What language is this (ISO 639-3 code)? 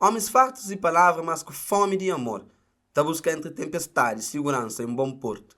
kea